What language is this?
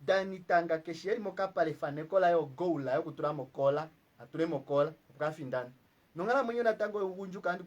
Kuanyama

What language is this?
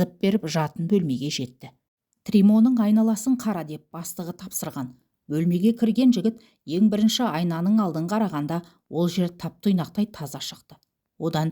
Kazakh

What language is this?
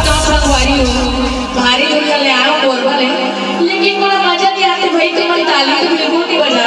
Chhattisgarhi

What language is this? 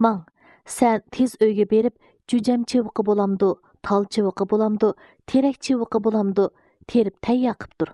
Uyghur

